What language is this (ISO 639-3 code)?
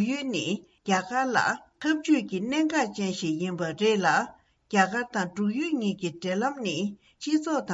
bod